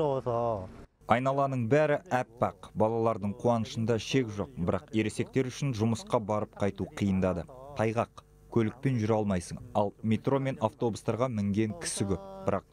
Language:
Kazakh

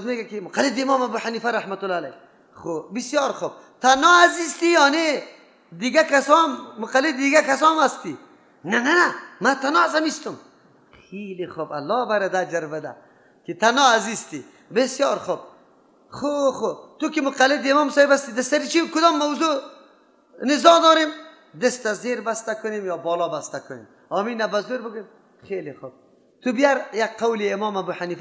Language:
Persian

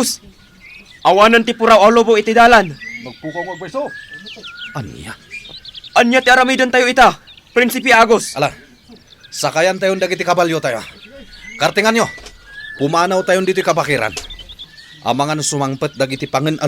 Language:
Iloko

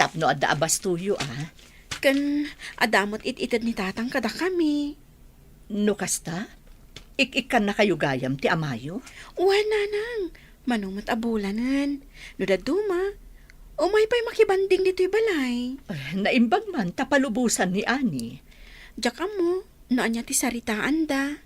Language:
Iloko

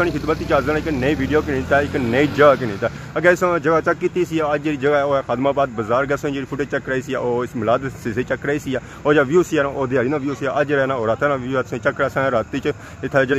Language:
Pahari-Potwari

